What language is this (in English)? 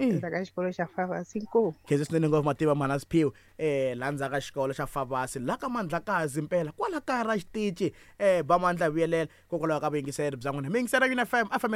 Tsonga